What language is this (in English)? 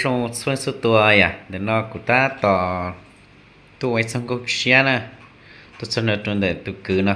Hmong